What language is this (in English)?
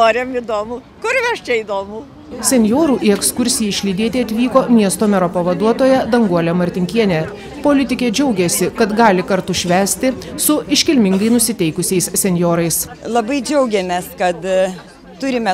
Lithuanian